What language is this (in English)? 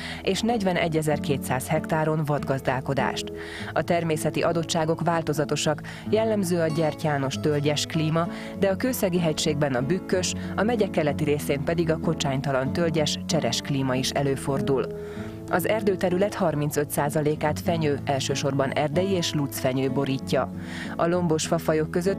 Hungarian